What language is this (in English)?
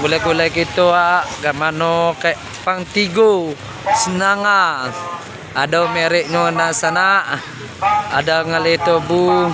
Minangkabau